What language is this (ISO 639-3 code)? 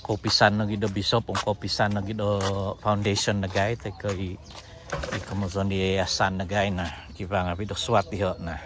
dtp